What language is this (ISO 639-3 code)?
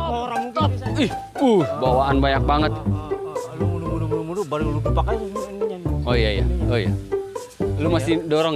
bew